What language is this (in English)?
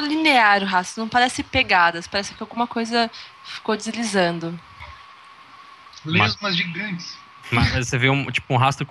Portuguese